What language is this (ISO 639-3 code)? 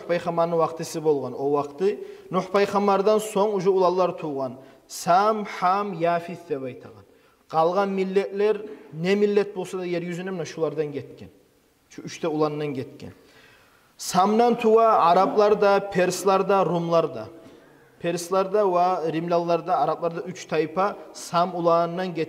kum